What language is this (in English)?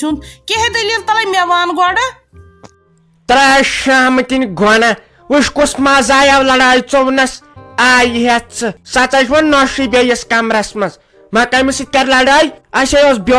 Kashmiri